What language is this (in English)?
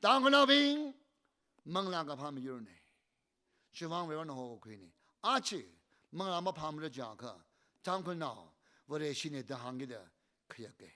Tangkhul Naga (India)